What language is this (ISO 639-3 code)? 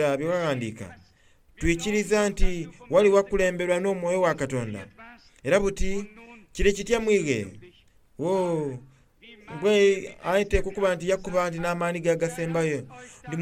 xog